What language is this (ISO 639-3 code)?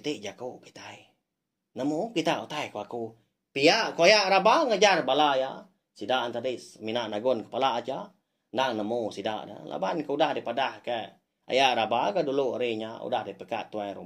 iba